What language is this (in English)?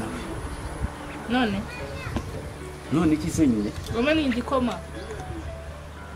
Kinyarwanda